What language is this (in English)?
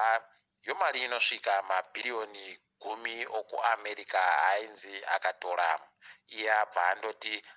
Ndau